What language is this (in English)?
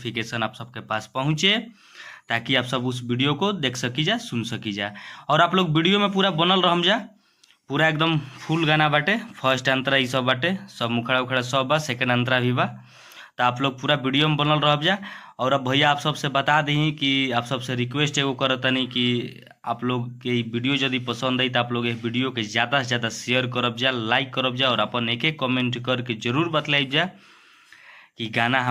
Bhojpuri